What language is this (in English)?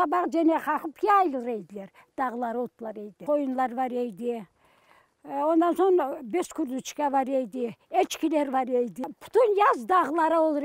Crimean Tatar